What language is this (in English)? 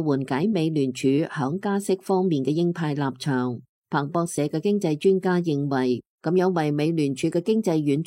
Cantonese